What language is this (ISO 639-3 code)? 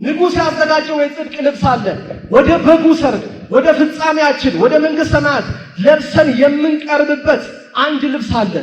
amh